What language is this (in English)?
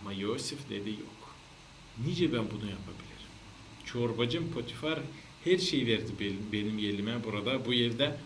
Gagauz